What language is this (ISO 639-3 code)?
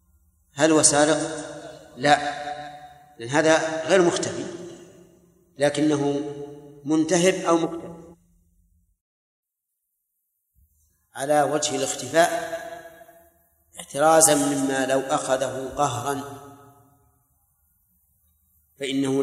ara